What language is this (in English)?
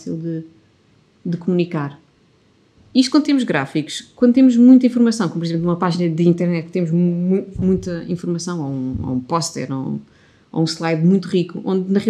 Portuguese